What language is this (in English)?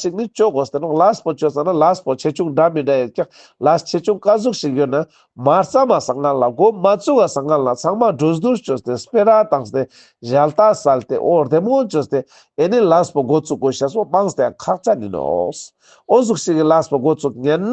Ladakhi